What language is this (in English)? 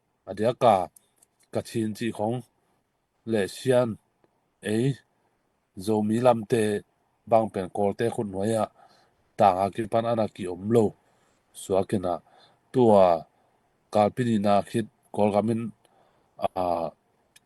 Tedim Chin